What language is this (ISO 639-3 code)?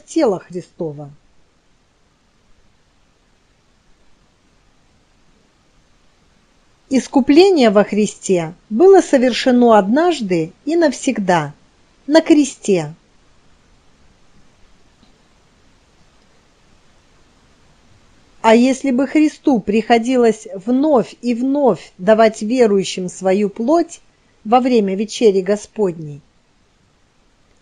rus